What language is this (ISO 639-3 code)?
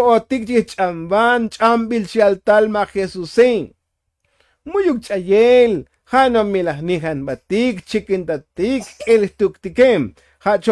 tzo